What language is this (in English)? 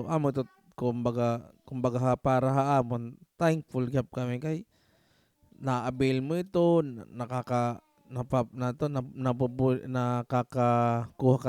Waray